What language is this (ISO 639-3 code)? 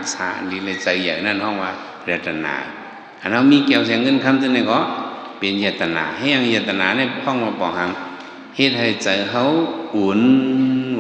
shn